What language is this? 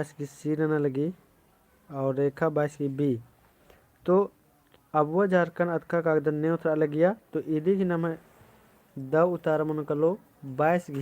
Kurukh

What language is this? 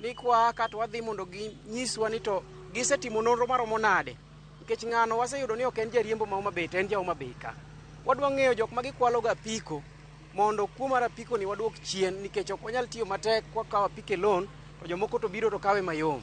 Luo (Kenya and Tanzania)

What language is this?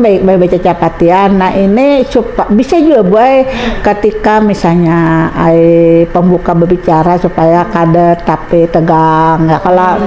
Banjar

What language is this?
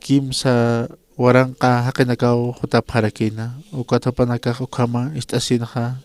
Aymara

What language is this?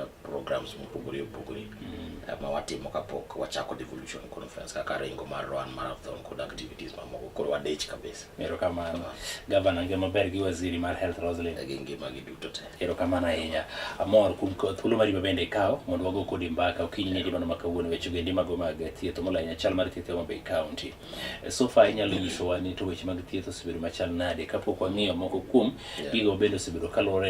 Luo (Kenya and Tanzania)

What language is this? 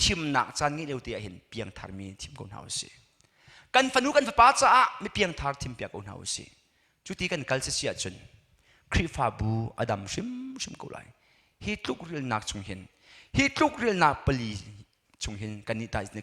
Hakha Chin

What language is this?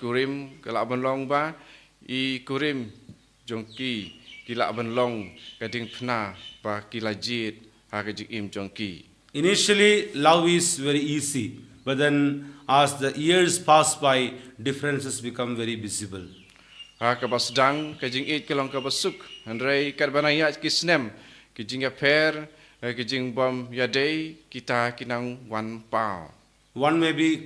Khasi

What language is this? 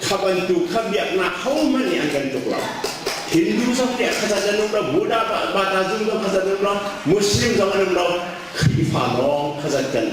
Hakha Chin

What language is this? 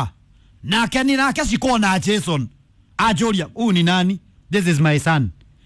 Kikuyu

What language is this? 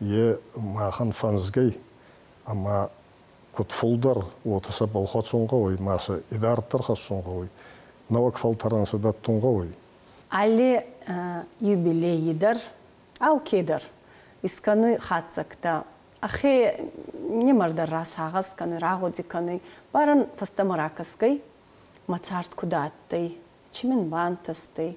Ossetic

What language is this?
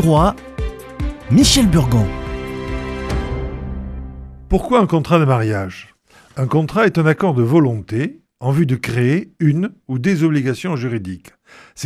French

